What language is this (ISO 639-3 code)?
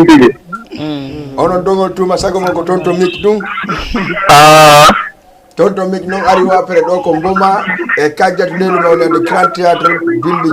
ful